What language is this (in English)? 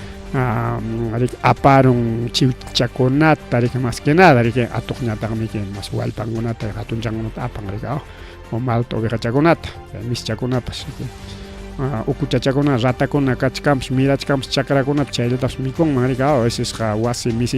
Ayacucho Quechua